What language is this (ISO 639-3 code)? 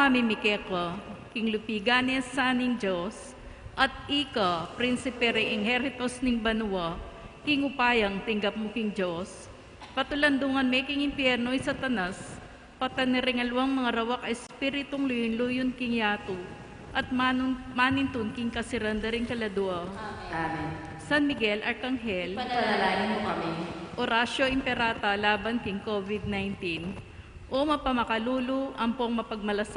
pam